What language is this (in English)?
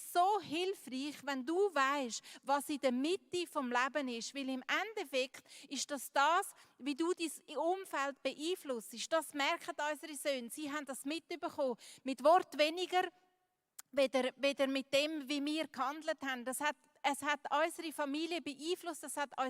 Swiss German